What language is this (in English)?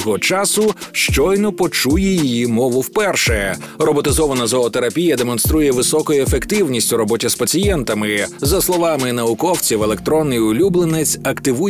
Ukrainian